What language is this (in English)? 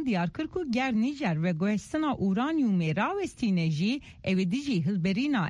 Kurdish